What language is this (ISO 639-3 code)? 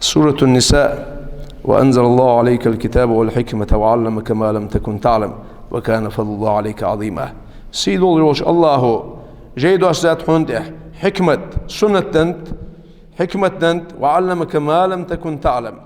inh